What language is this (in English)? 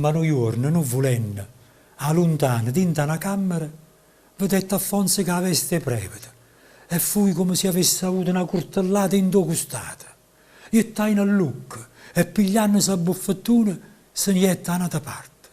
Neapolitan